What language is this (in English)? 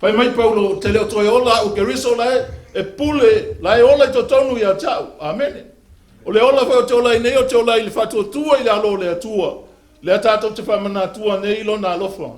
Samoan